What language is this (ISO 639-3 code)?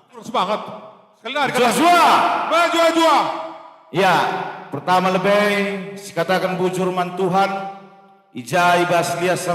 btx